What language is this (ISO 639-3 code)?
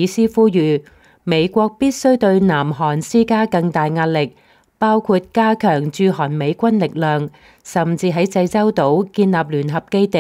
yue